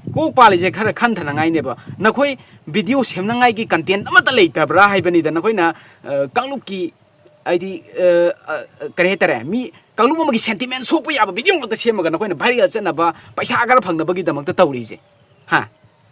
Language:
Manipuri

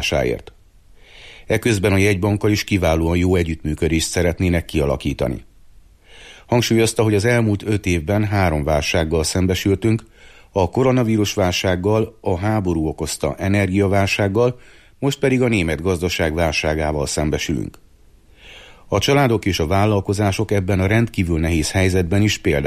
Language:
Hungarian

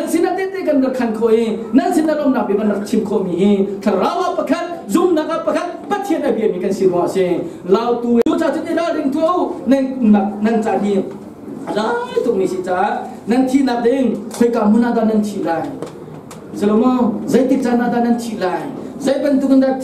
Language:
Hakha Chin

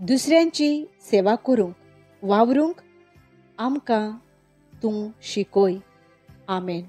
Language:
Konkani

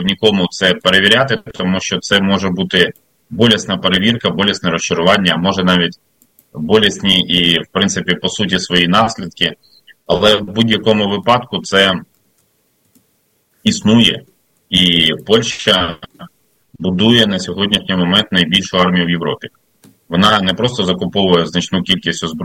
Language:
Ukrainian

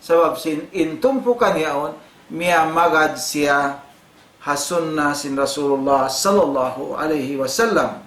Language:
Tausug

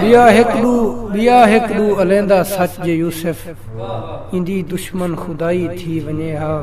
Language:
Saraiki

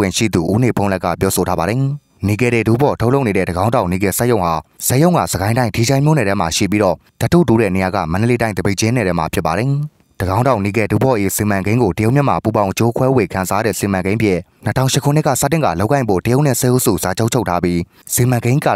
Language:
Burmese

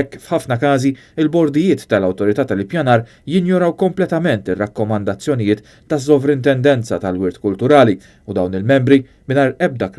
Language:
Maltese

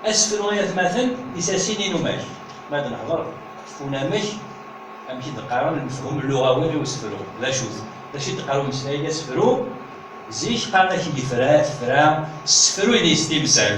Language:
Kabyle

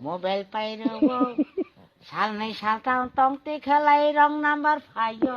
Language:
Kok Borok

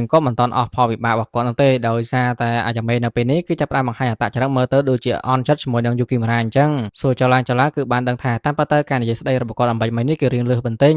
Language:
Khmer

